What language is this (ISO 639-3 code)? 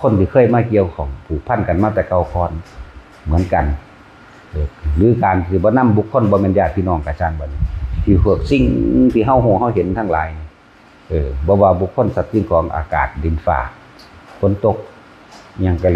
tts